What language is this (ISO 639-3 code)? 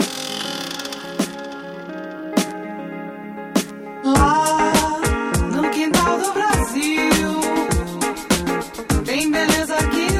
por